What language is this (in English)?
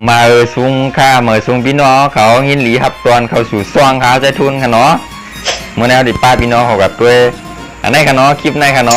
Shan